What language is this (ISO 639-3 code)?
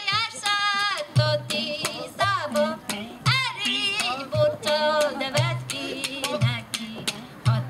hun